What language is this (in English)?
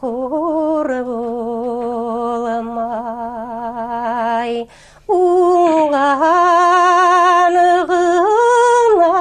Bashkir